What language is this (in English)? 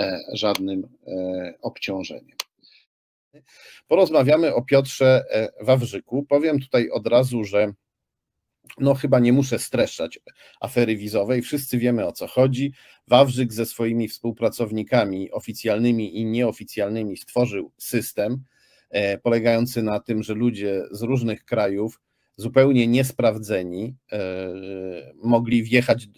Polish